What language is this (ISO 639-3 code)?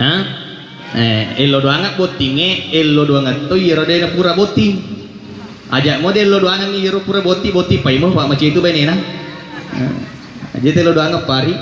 bug